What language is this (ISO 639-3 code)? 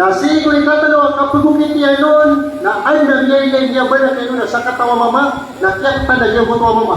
mrw